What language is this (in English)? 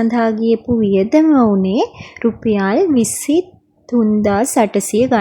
Sinhala